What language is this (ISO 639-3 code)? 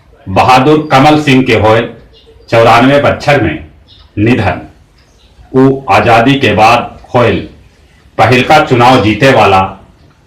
mag